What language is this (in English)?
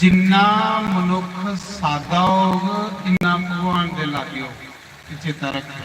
Dogri